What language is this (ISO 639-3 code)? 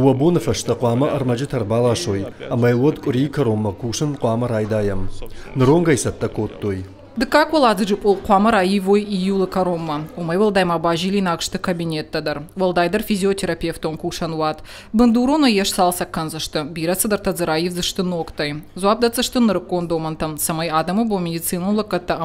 oss